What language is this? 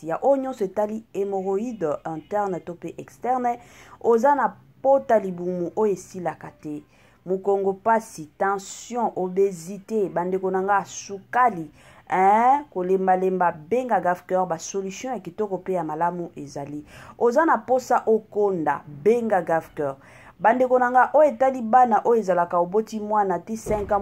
Lingala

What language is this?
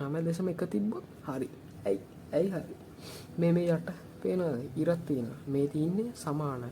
Sinhala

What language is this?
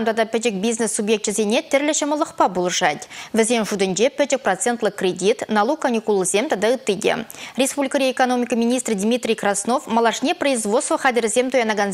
Chuvash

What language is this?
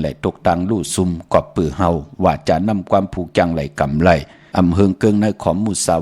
Shan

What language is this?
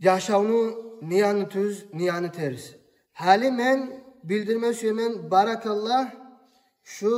Kumyk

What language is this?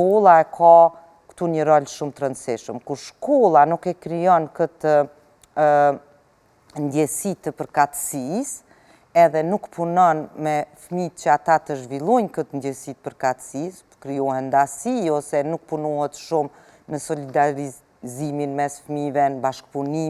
Albanian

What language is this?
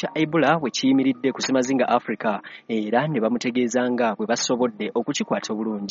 Ganda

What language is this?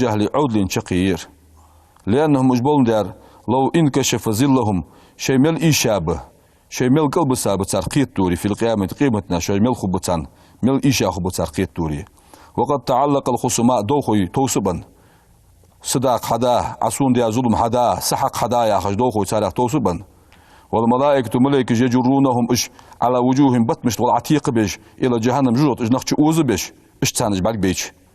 Ingush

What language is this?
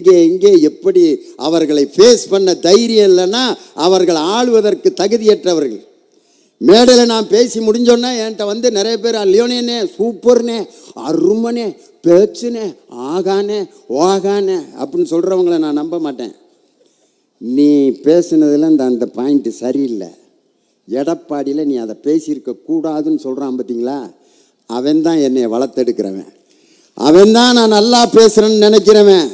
Tamil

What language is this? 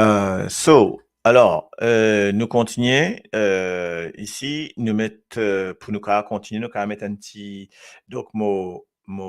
Morisyen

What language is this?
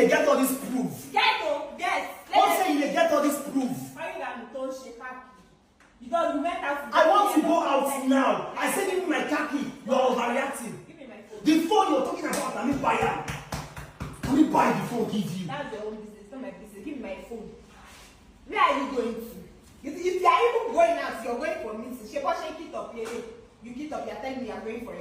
Nigerian Pidgin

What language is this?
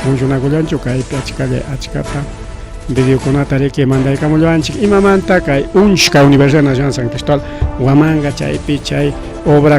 Ayacucho Quechua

